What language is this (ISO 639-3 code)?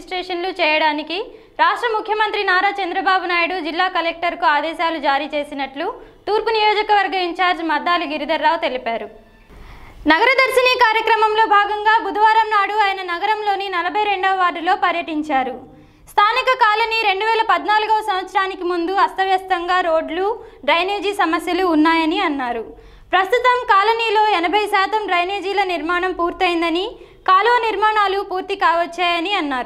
tel